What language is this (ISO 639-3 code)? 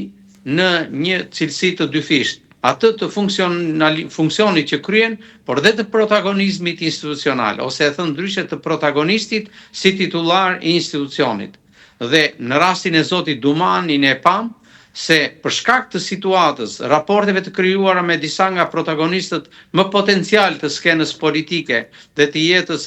sqi